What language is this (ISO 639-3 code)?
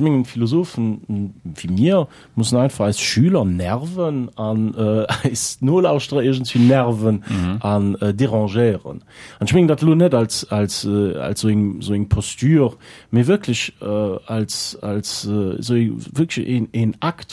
ltz